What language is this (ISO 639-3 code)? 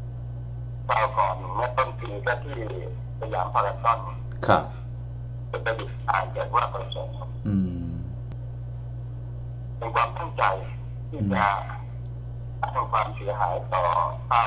tha